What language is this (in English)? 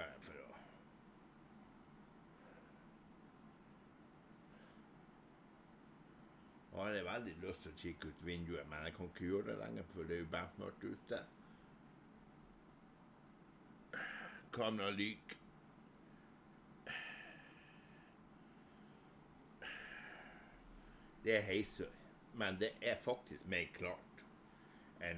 Norwegian